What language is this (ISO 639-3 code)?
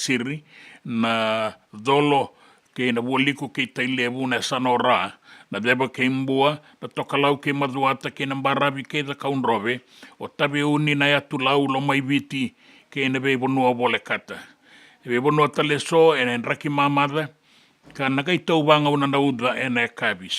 fij